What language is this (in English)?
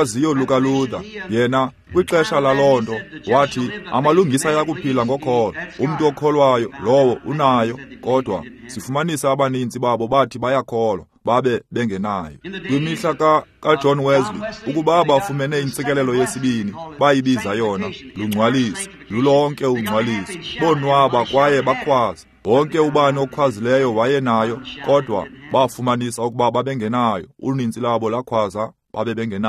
Xhosa